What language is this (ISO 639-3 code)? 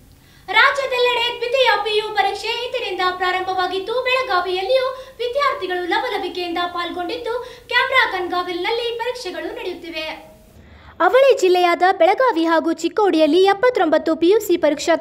kan